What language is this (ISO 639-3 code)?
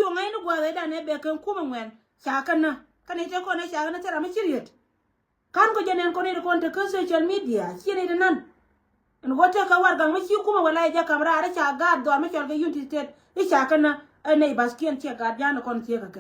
nus